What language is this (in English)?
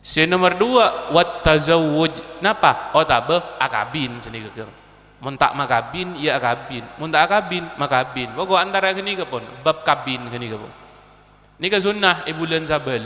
Madurese